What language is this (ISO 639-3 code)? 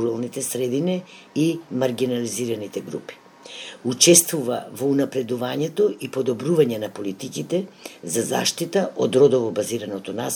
mkd